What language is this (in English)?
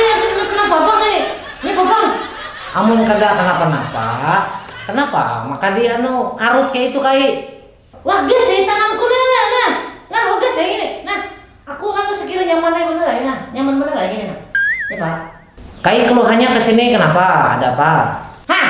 Banjar